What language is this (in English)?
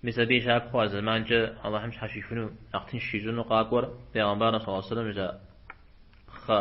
Kabardian